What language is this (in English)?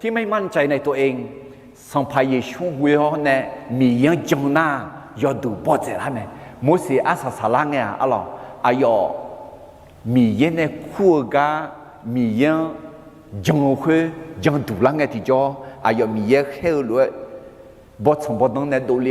Akha